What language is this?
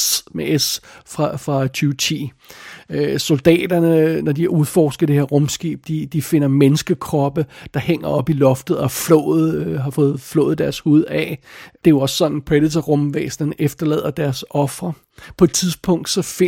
Danish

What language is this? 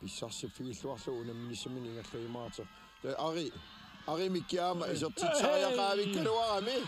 Kalaallisut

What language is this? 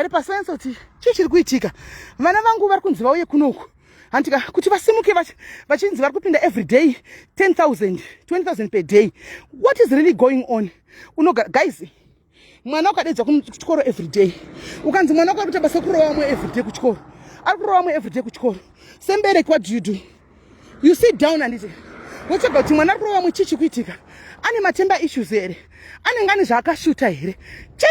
Shona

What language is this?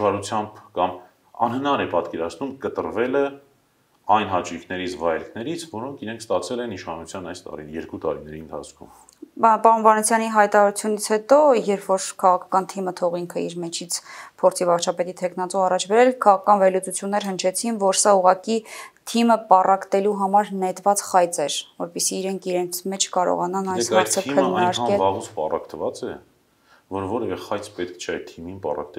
Armenian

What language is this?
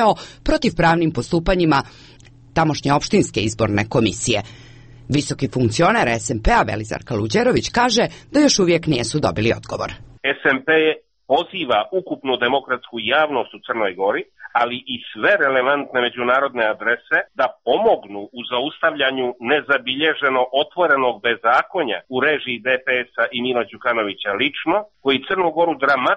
Serbian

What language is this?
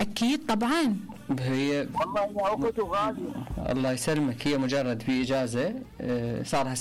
Mesopotamian Arabic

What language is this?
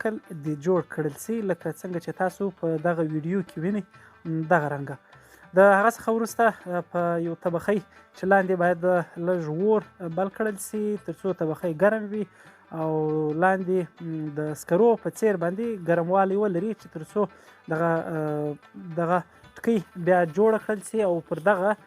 Pashto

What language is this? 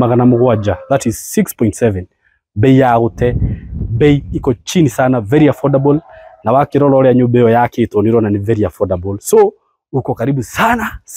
Kikuyu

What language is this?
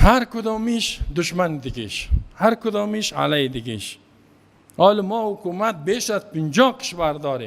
Persian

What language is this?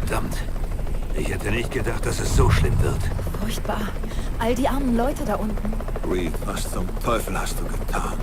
Bavarian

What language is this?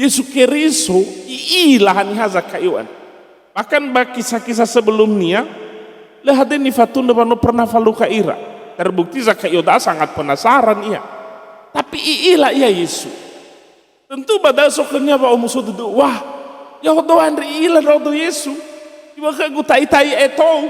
Nias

